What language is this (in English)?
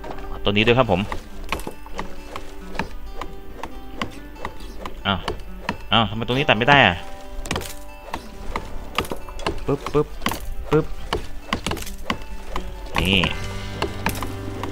Thai